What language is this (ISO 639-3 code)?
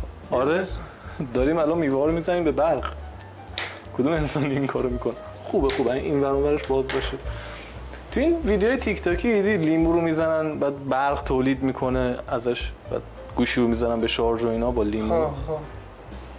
fas